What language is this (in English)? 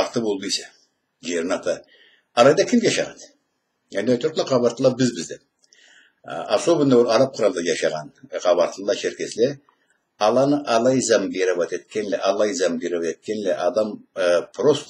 Karachay-Balkar